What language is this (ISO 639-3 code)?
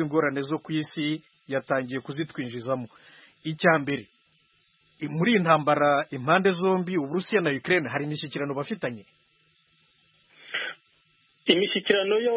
kin